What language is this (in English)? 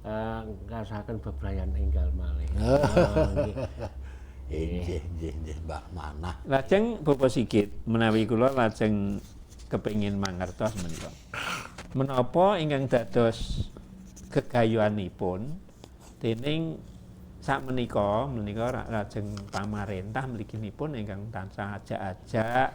Javanese